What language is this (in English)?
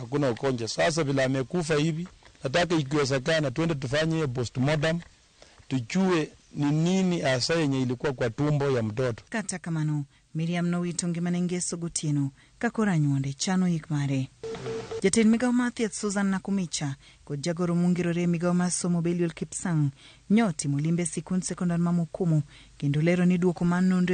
Luo (Kenya and Tanzania)